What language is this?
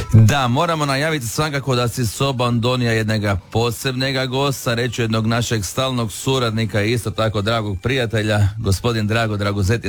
Croatian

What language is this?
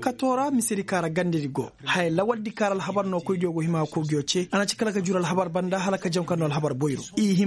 Koyraboro Senni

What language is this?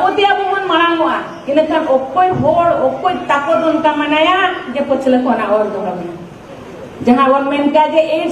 Santali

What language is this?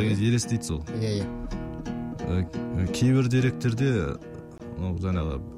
Kazakh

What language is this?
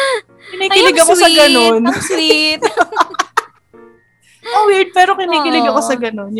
Filipino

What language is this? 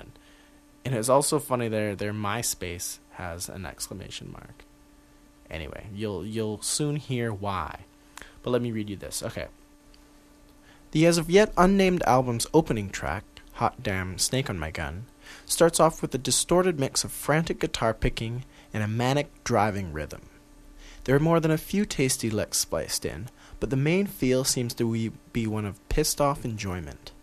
English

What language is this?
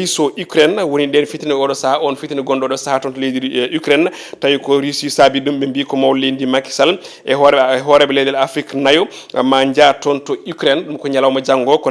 Fula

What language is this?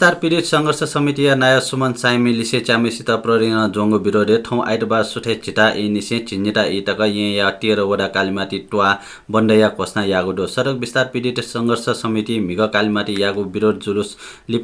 Newari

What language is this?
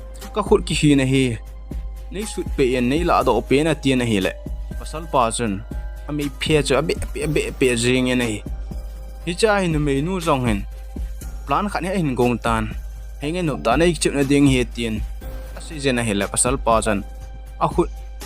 Thado Chin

